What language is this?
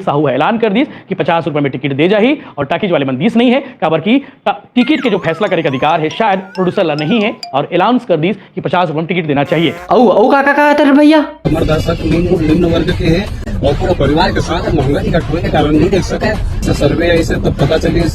Chhattisgarhi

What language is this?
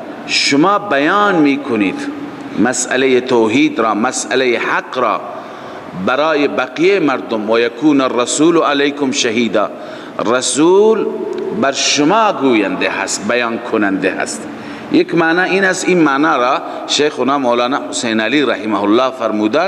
Persian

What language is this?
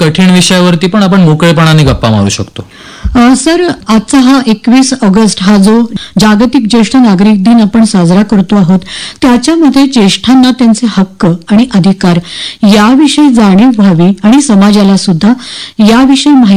Marathi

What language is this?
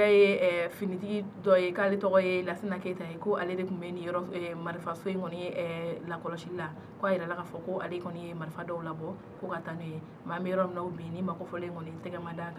Bambara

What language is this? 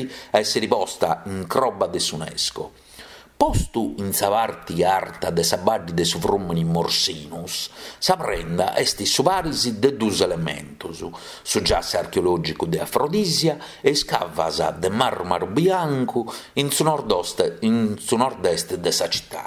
Sardinian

